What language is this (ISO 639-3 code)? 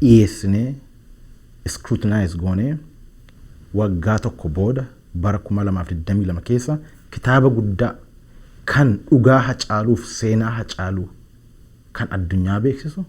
orm